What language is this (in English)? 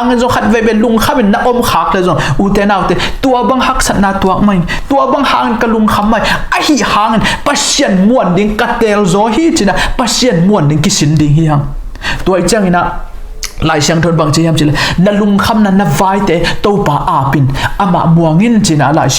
Tedim Chin